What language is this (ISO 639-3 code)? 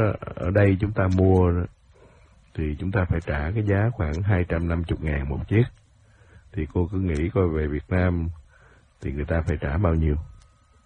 vie